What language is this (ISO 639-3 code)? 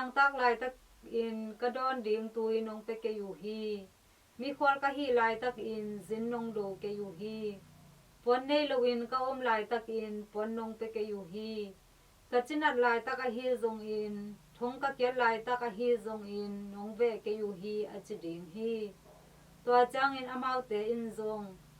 ctd